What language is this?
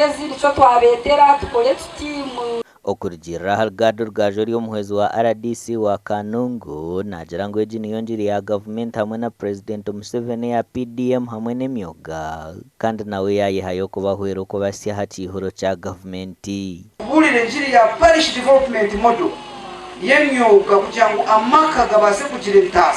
Nyankole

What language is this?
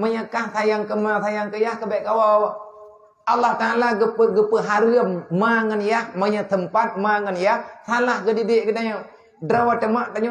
Achinese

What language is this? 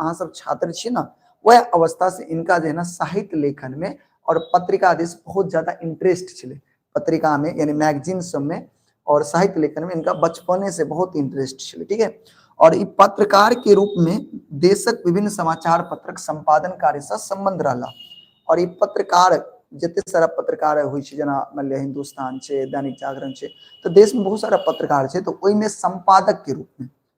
Maithili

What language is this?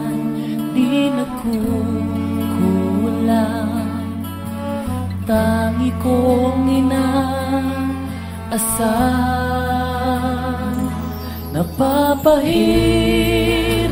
Filipino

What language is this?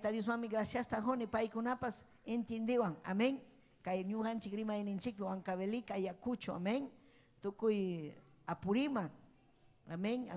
Ayacucho Quechua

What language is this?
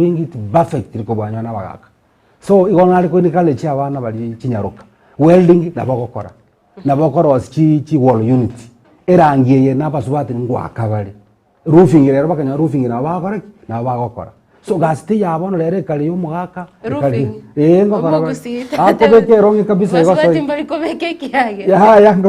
Gusii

